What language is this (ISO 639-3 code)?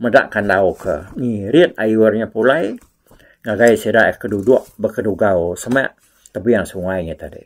iba